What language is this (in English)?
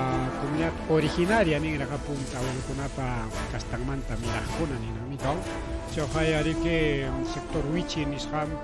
Ayacucho Quechua